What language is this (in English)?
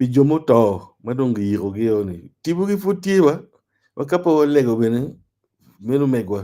Acoli